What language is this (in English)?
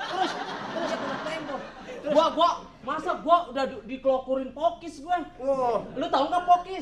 Betawi